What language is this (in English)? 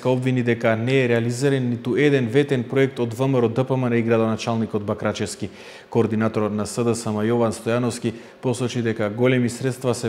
Macedonian